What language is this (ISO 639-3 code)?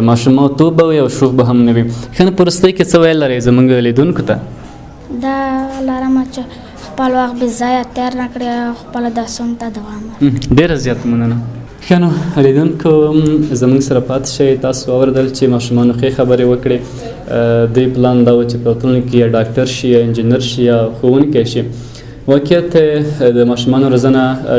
pus